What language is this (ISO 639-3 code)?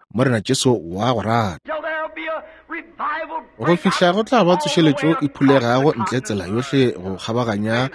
nso